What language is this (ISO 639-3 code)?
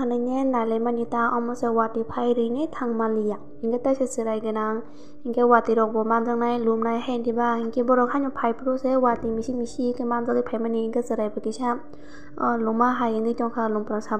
trp